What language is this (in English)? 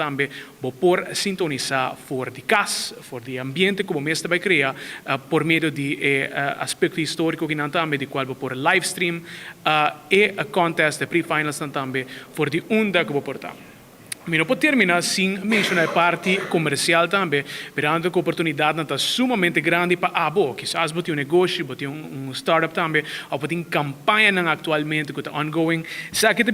Papiamento